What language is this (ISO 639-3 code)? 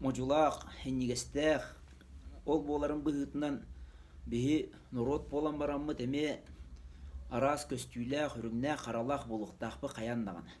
sah